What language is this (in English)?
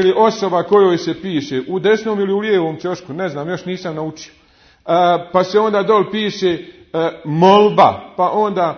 Bosnian